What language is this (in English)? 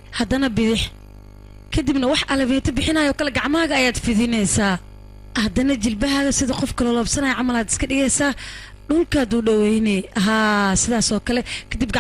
Somali